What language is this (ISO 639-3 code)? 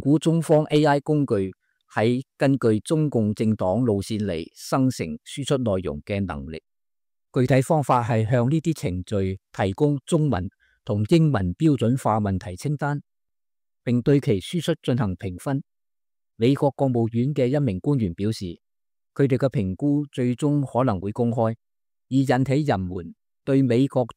yue